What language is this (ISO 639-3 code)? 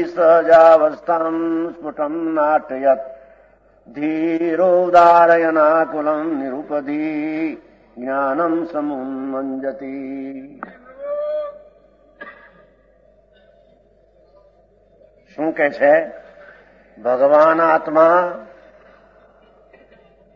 guj